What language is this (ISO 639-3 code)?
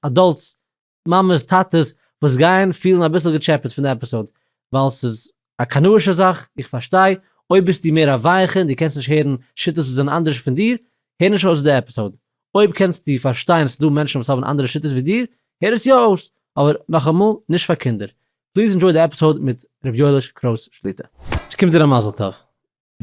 yid